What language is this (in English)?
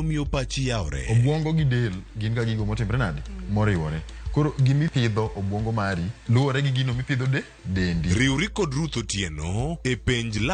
Luo (Kenya and Tanzania)